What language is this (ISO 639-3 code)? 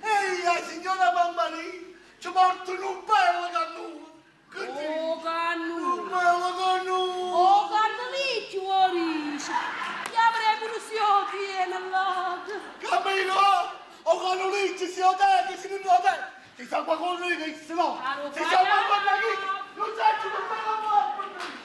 nap